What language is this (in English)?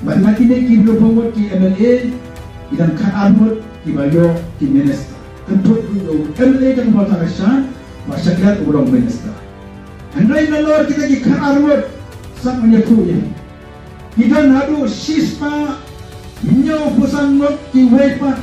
Khasi